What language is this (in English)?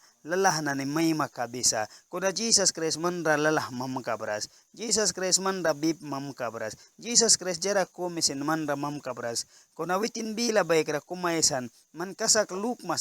Mískito